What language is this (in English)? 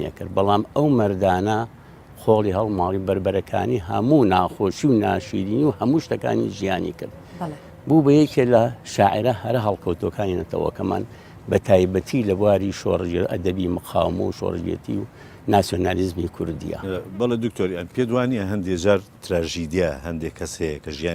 Central Kurdish